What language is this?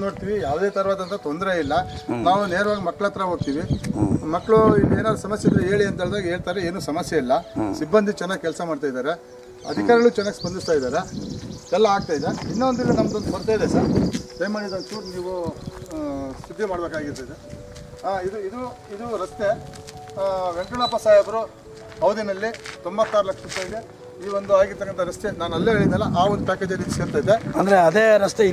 Kannada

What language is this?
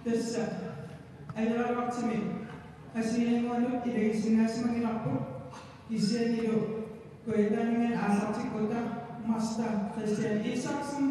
Kalaallisut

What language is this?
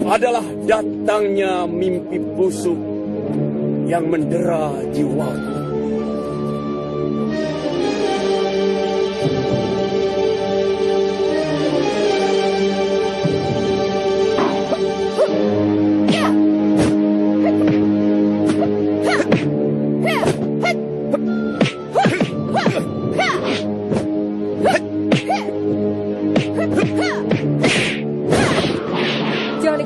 Indonesian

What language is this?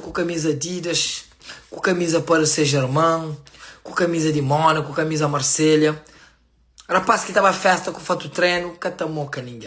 Kabuverdianu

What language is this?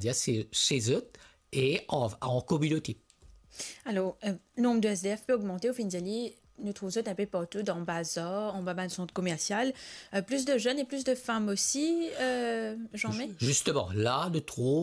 Morisyen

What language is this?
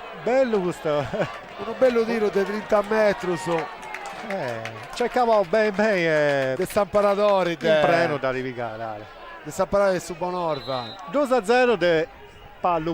Sardinian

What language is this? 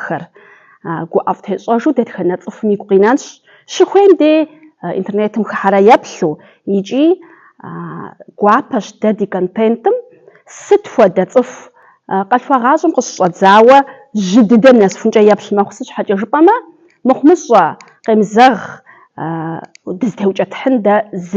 Kabardian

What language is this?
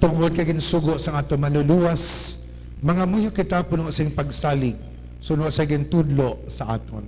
Hiligaynon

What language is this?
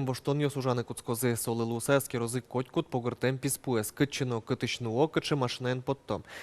Udmurt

